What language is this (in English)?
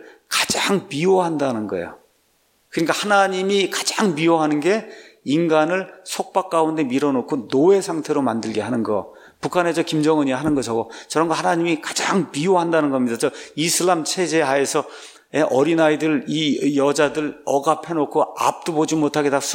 Korean